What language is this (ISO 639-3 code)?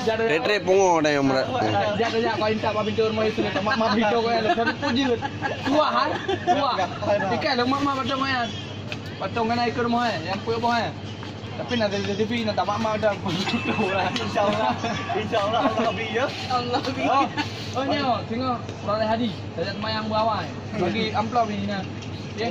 ace